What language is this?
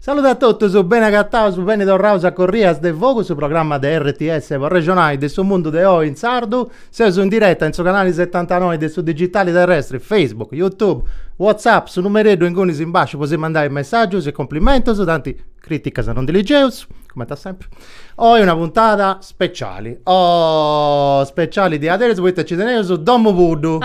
Sardinian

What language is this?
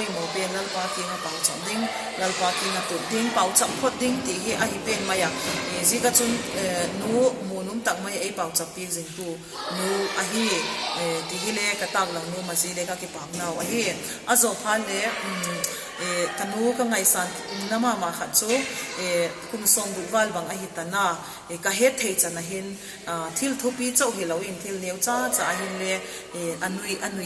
Vaiphei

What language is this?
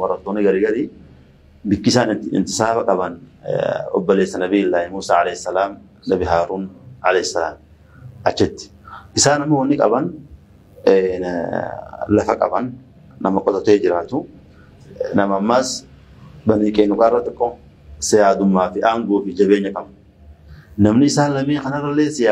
Oromo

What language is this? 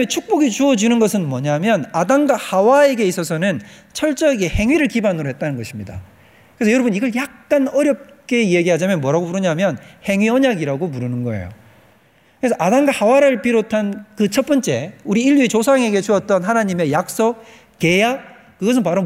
Korean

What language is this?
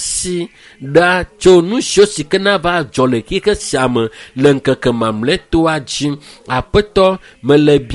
Ewe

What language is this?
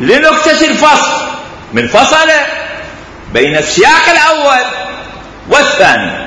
Mesopotamian Arabic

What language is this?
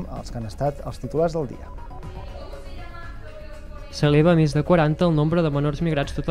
Catalan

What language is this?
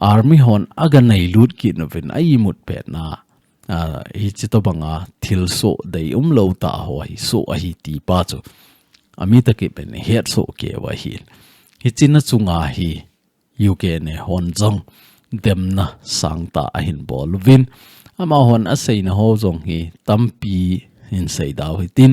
Thado Chin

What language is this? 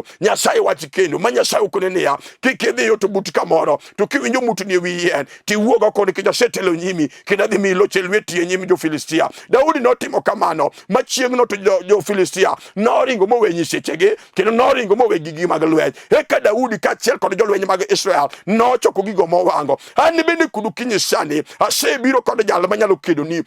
Luo (Kenya and Tanzania)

